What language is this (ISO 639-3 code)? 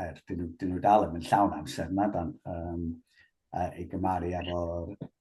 cym